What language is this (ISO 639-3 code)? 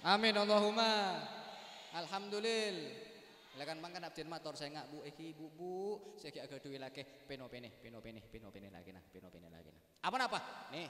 mad